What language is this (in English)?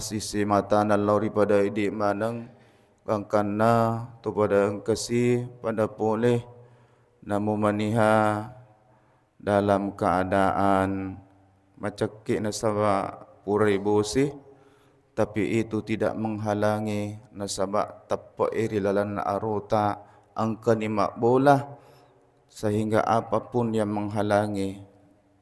Buginese